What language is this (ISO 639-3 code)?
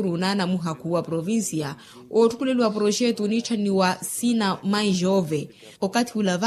vmw